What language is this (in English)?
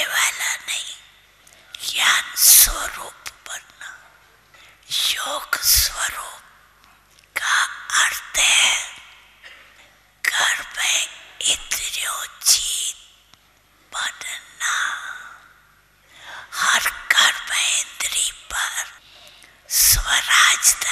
Hindi